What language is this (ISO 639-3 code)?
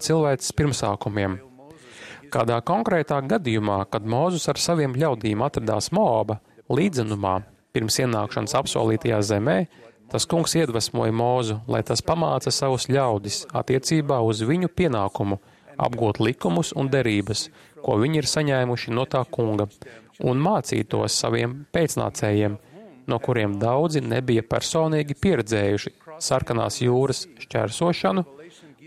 lav